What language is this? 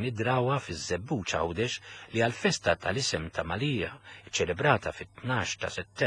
Maltese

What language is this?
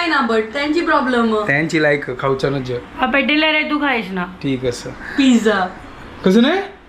Konkani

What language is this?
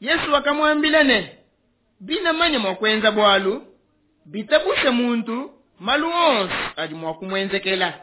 Luba-Lulua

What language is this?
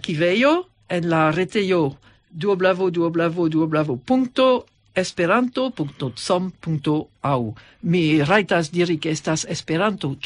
Esperanto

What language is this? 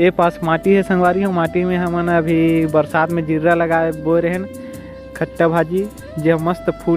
Chhattisgarhi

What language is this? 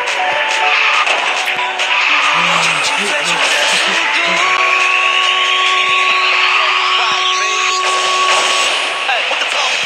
Chinese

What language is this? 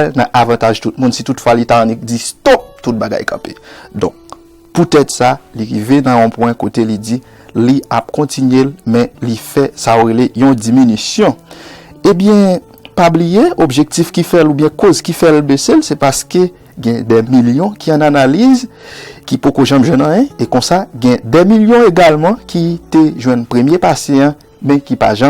Haitian Creole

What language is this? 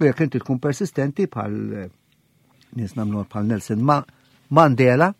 Maltese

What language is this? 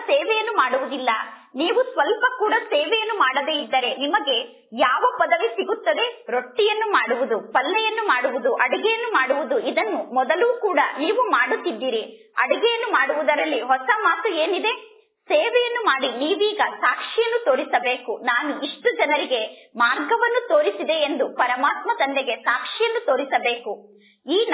Kannada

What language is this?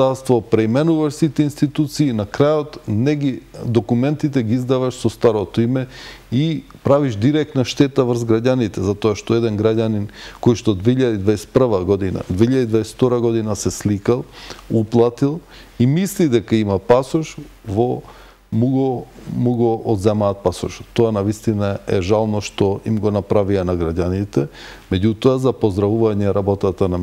Macedonian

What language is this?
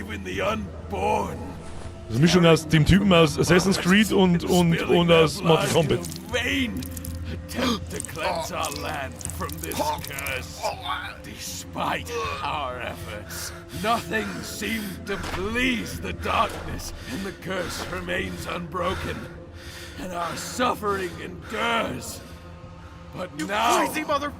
Bavarian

